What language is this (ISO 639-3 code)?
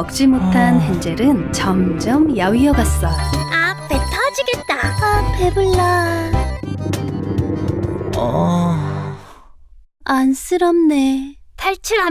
kor